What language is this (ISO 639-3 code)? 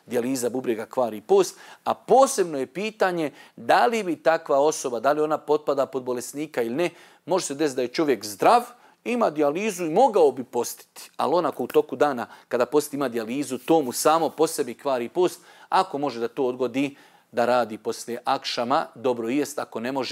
bos